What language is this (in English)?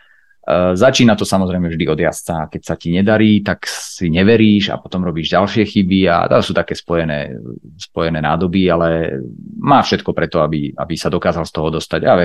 Slovak